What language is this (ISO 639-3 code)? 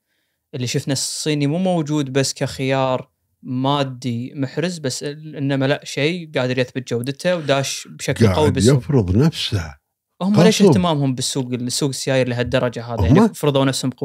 afb